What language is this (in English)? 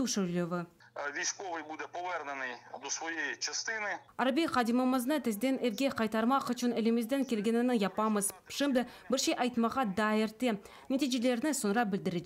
Crimean Tatar